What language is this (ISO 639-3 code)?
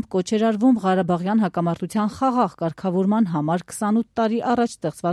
hye